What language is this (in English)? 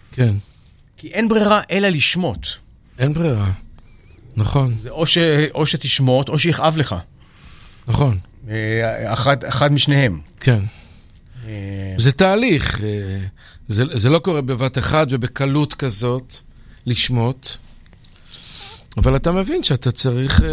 Hebrew